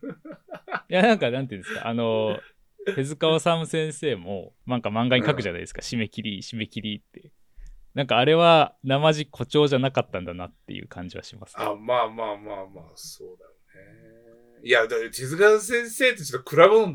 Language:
Japanese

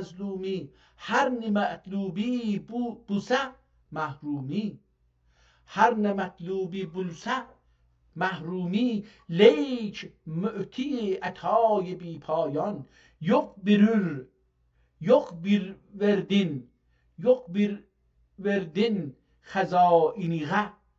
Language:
South Azerbaijani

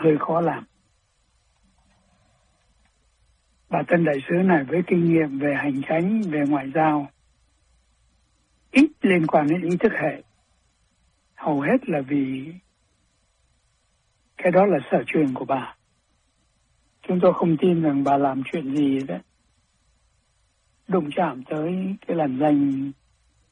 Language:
Vietnamese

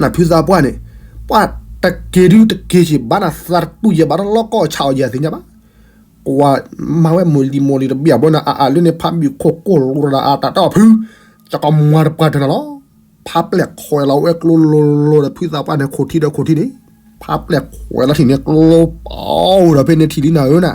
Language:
S'gaw Karen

